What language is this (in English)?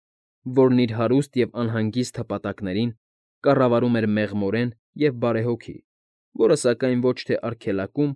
Armenian